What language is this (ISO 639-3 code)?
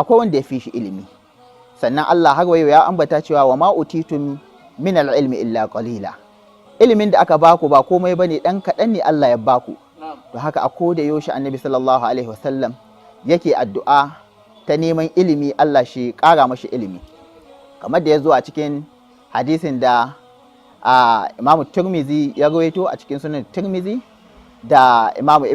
hau